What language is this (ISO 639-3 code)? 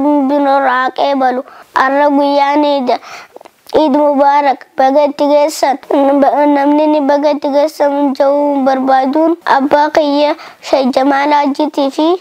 orm